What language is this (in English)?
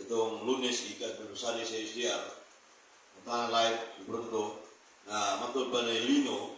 Cebuano